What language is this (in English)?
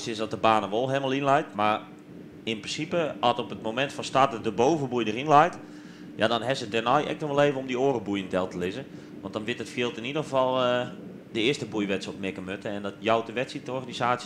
Western Frisian